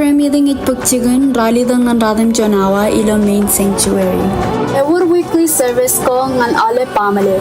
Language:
Marshallese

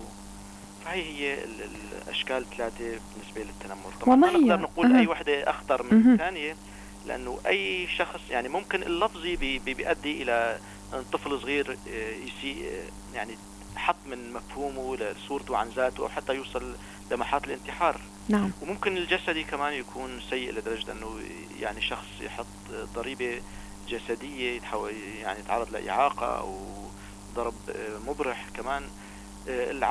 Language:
North Levantine Arabic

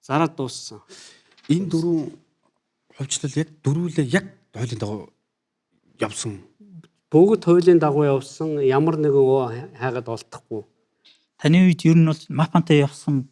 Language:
Mongolian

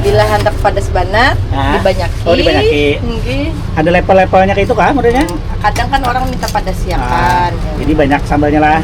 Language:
Banjar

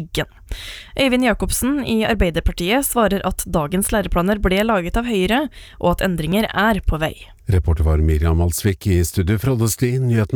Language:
Norwegian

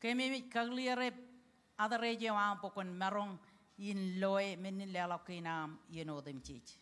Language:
Marshallese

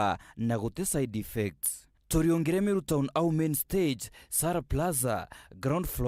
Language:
Meru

